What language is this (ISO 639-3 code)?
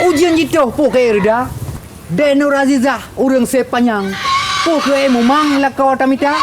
ace